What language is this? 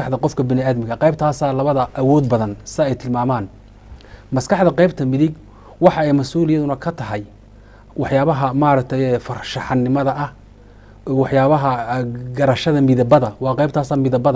Somali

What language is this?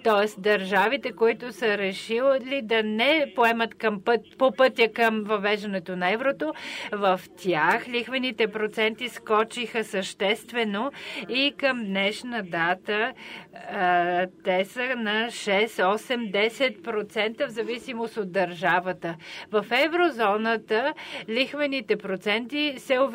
Bulgarian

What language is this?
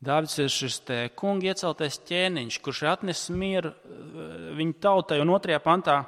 Latvian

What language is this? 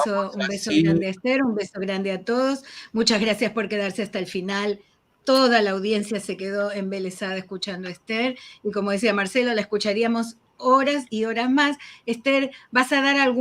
Ladino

